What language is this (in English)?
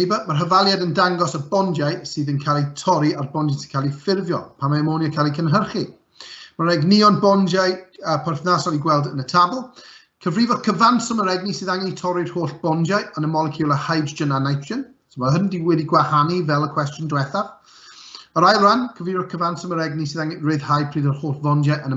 Welsh